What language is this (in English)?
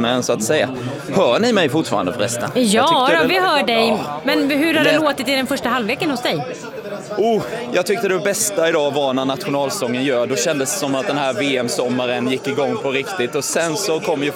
Swedish